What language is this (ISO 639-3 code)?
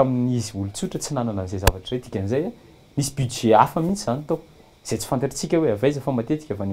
mlg